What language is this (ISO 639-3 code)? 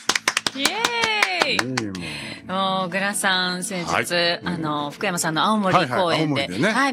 jpn